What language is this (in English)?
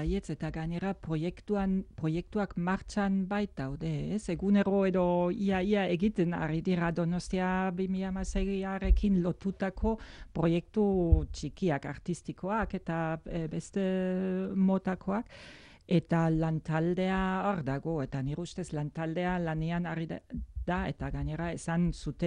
Basque